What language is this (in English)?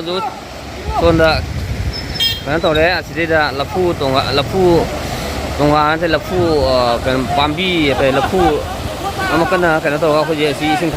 Manipuri